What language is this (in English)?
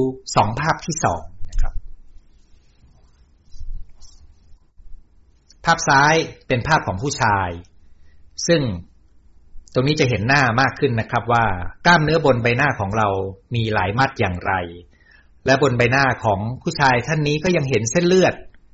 Thai